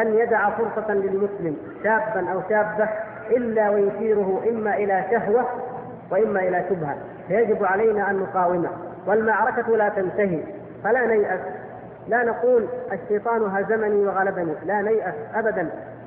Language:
Arabic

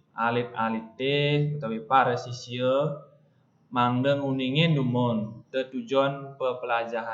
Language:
Balinese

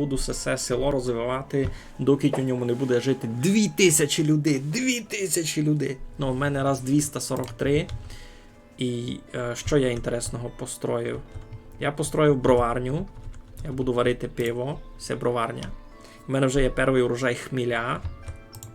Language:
Rusyn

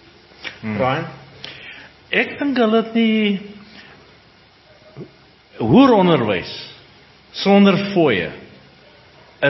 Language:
Afrikaans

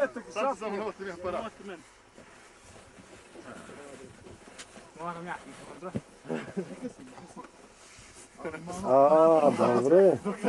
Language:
Bosnian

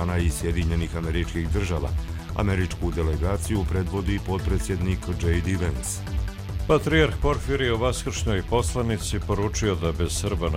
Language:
Croatian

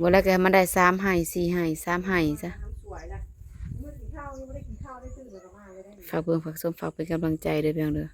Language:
Northeastern Thai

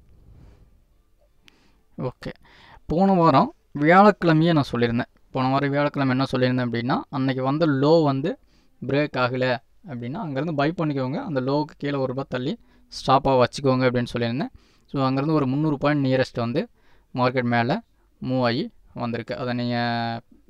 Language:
Tamil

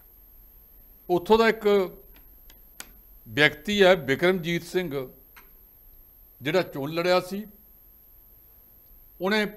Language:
Punjabi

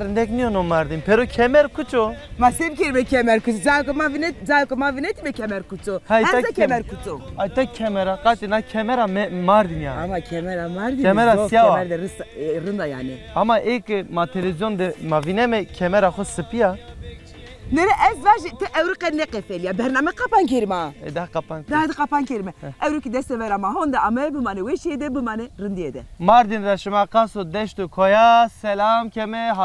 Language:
Zaza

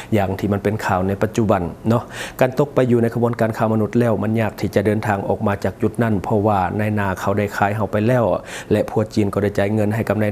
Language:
Lao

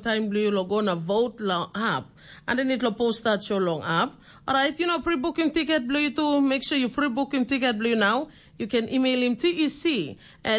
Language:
Tok Pisin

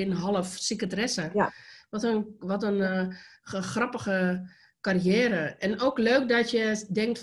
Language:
Dutch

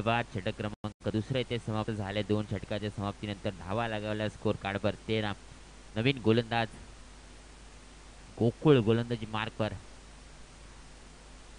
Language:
Marathi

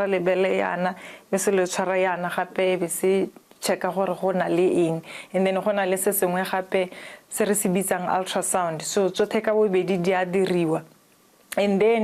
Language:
Tswana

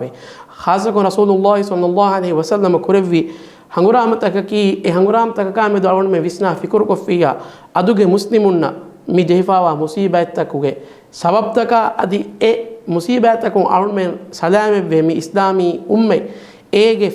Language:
Divehi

